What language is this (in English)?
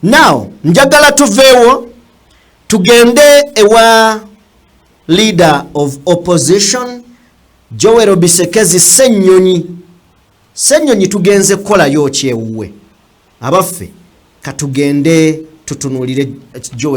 Ganda